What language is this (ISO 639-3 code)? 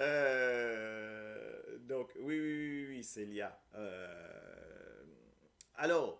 mfe